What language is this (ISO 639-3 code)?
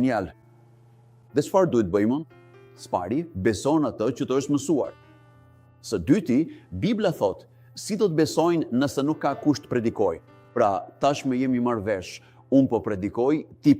sqi